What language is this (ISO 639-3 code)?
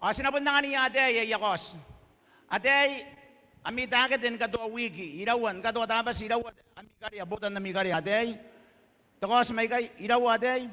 gil